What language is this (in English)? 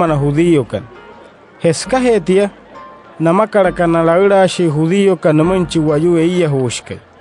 Wayuu